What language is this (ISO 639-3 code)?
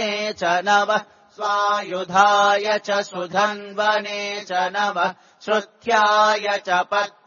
san